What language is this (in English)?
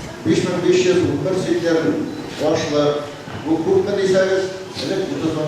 Bashkir